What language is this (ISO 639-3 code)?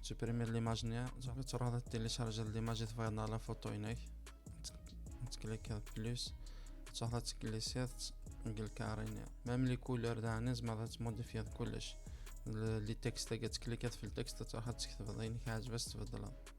kab